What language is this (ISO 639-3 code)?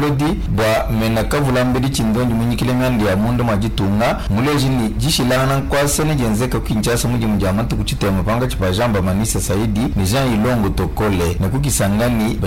lua